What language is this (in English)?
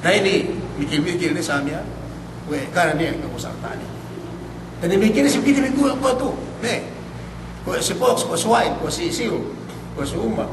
Yakan